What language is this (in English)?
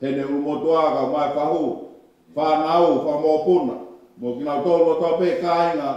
Tongan